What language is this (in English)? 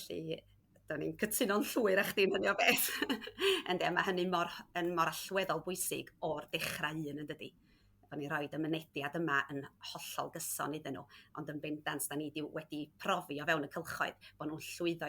Welsh